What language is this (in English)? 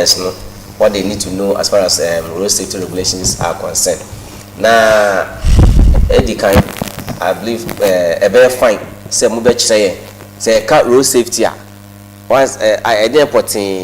Akan